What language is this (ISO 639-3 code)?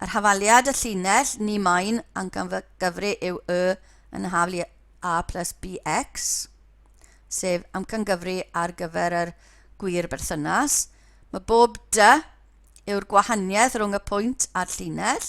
cym